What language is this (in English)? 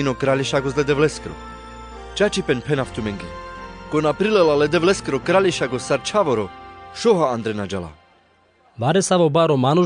Carpathian Romani